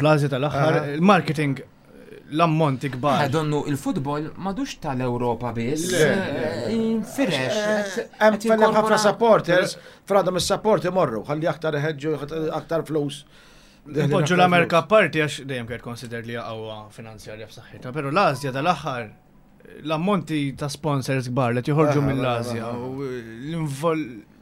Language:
Maltese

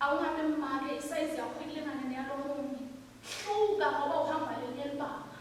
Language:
Swati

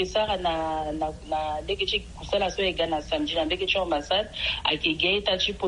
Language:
Sango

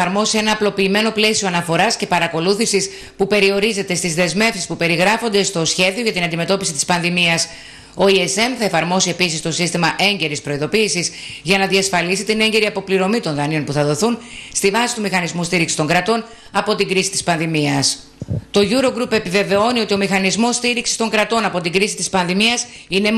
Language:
Greek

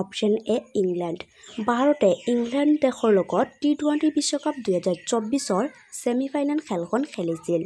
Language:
Assamese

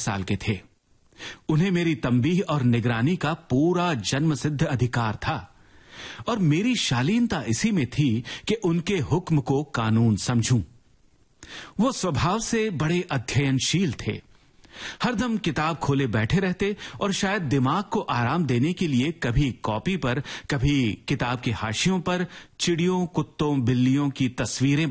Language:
Hindi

